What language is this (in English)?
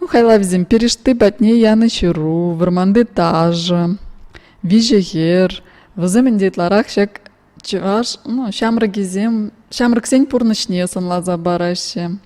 Chuvash